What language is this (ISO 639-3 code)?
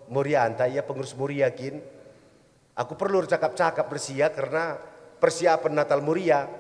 btx